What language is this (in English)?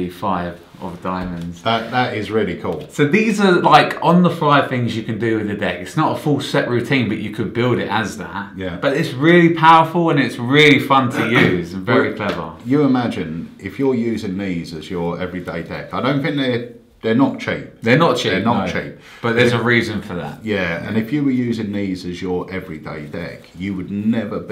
English